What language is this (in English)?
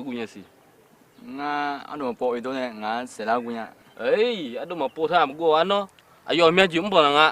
Akha